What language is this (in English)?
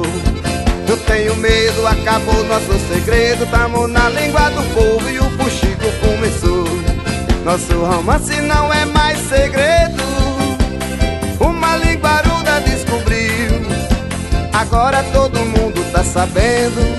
Portuguese